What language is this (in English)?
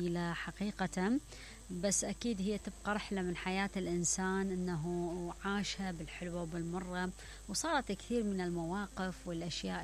Mesopotamian Arabic